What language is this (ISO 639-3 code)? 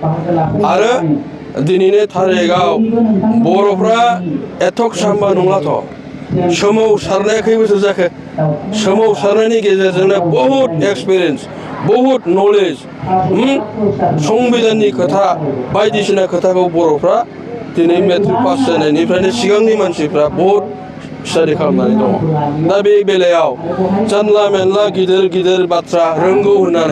brx